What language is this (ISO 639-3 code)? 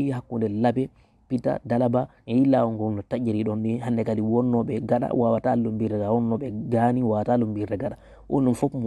ful